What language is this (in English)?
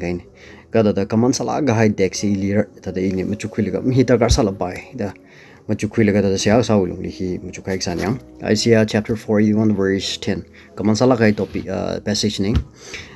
Tangkhul Naga (India)